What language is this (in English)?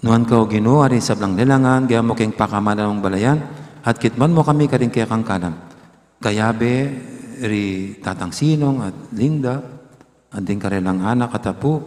Pampanga